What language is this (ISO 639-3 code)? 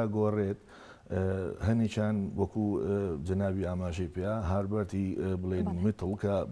ckb